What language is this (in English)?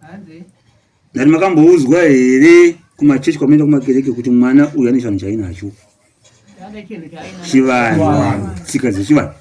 Shona